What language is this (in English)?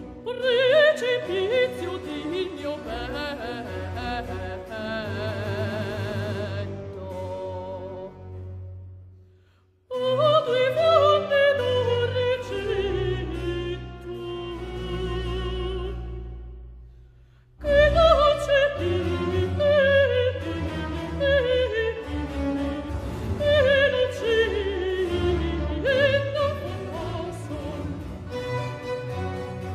Italian